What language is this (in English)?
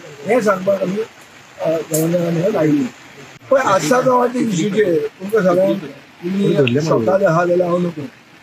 Konkani